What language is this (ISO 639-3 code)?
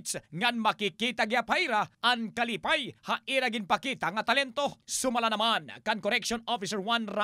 war